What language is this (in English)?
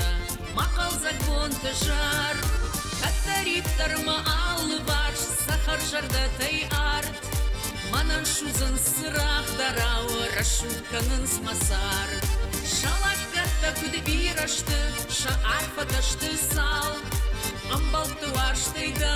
Ossetic